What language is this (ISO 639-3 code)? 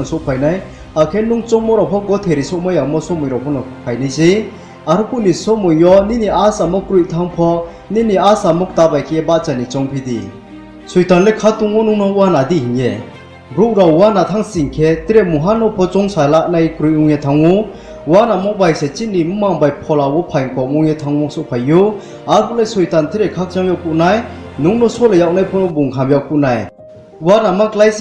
ria